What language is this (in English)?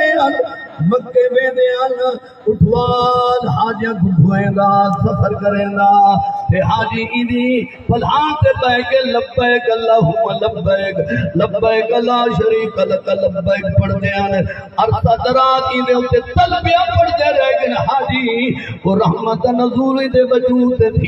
Saraiki